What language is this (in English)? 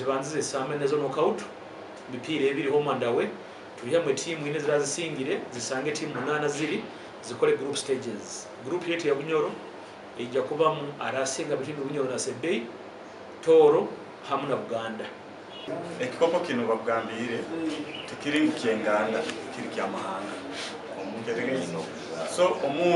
Nyankole